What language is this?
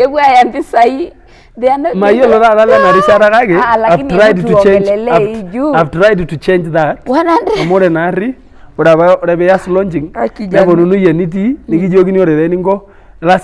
Masai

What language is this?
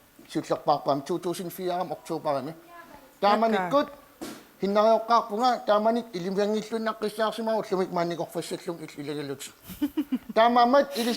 Kalaallisut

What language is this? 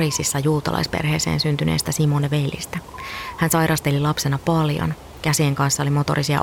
Finnish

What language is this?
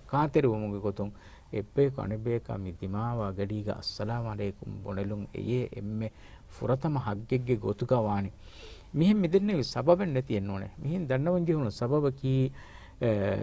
Divehi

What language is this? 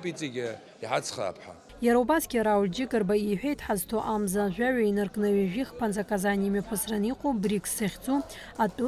Abkhazian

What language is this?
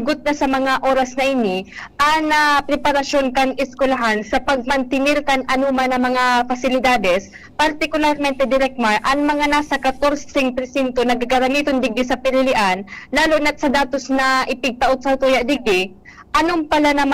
Bikol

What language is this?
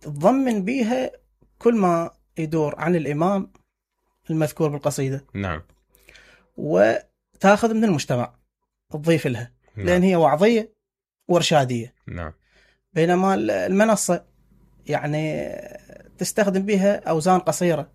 Mesopotamian Arabic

